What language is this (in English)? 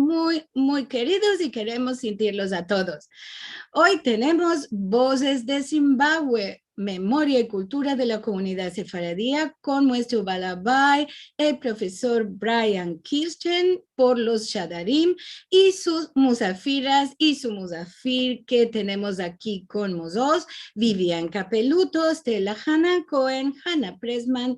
Ladino